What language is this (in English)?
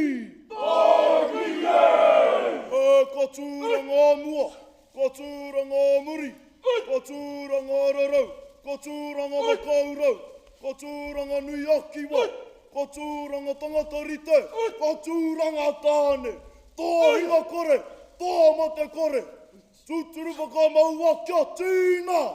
Māori